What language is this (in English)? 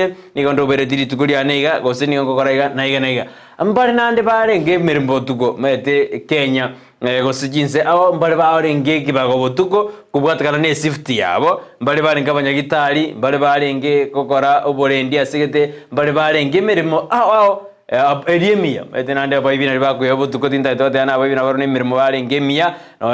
Gusii